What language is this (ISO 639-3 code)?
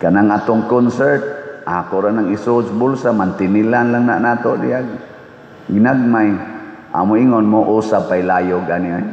ceb